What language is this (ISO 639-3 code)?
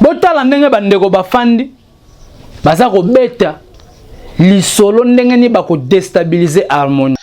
lin